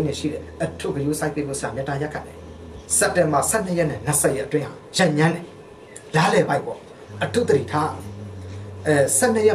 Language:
Burmese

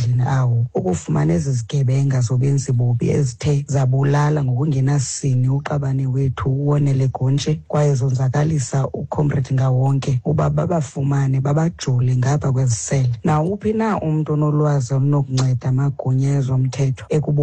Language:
Xhosa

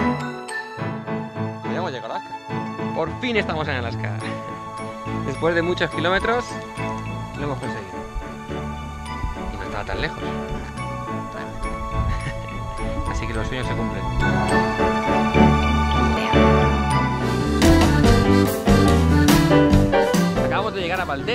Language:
Spanish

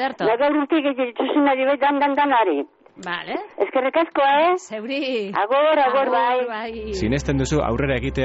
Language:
Basque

